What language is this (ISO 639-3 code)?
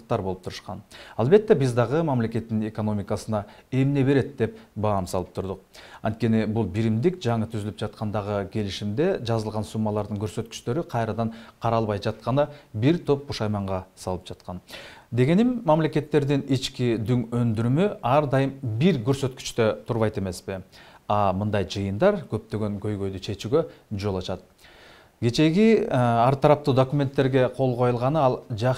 kir